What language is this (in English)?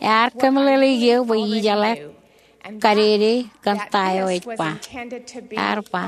Marshallese